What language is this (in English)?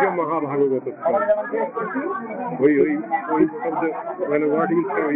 Bangla